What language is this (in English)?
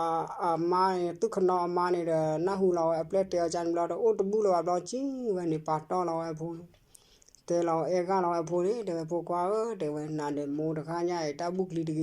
S'gaw Karen